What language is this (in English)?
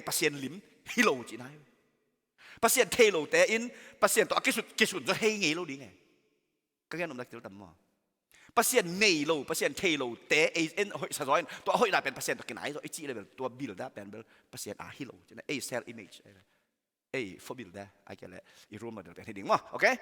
Tedim Chin